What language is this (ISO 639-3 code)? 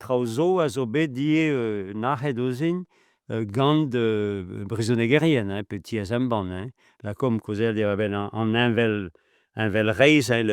bre